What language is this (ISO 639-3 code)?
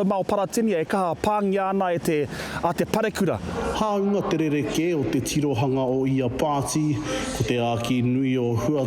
mri